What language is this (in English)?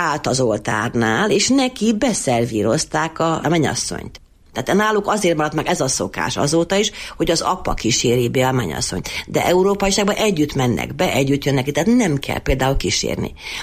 Hungarian